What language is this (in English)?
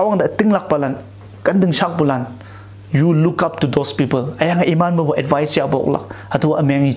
Konyak Naga